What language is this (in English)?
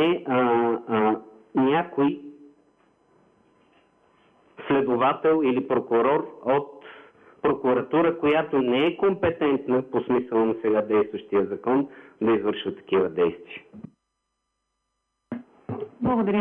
Bulgarian